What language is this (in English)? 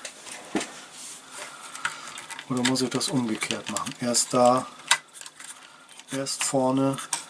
German